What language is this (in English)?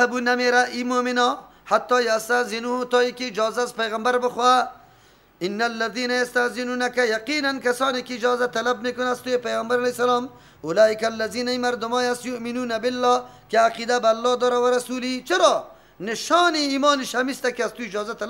Persian